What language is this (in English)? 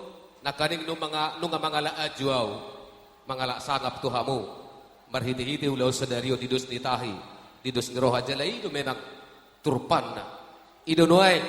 Batak Toba